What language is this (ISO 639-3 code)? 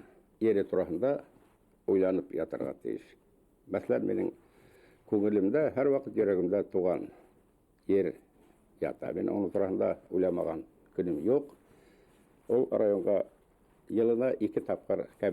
bak